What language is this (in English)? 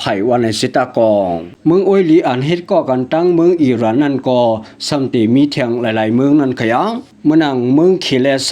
Shan